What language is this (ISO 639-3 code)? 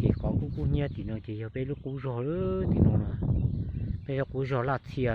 hmn